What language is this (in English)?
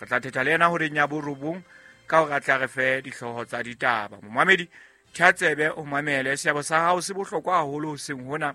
Southern Sotho